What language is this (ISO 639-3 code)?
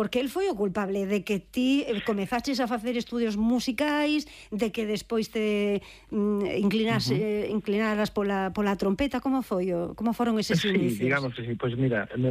glg